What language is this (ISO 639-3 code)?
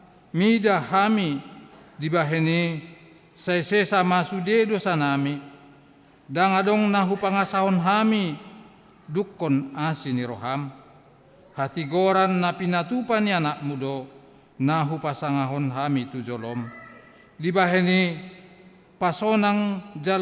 bbc